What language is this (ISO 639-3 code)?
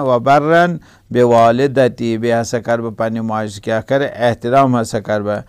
kas